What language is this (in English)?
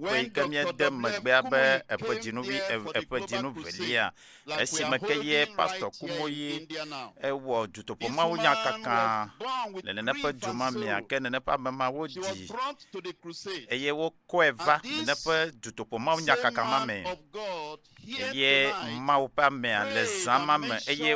Ewe